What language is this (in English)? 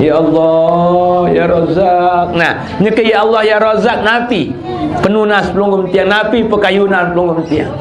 Sasak